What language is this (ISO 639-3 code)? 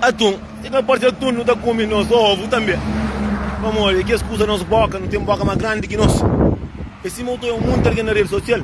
kea